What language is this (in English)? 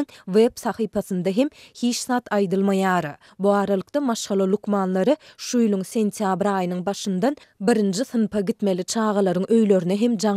Turkmen